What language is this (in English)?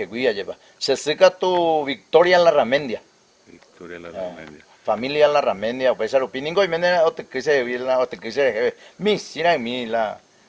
Guarani